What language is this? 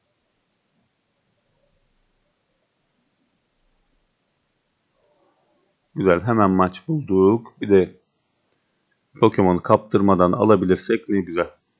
Turkish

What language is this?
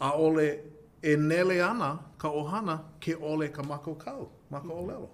Hawaiian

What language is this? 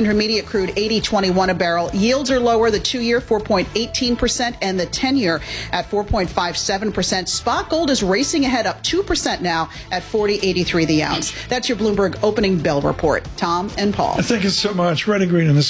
English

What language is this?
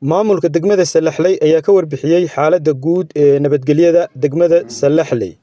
Somali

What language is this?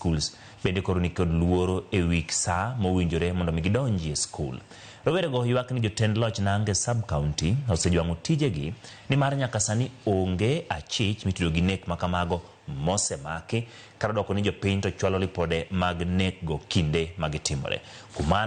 Luo (Kenya and Tanzania)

